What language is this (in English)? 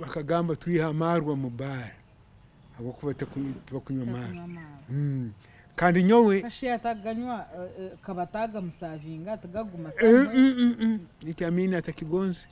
Nyankole